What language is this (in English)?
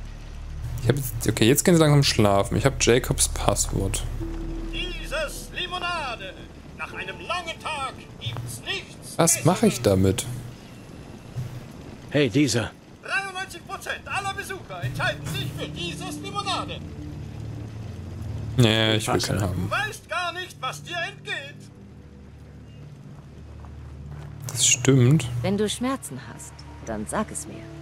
German